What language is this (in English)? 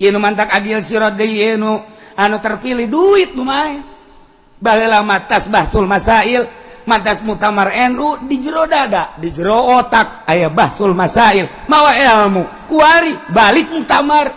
Sundanese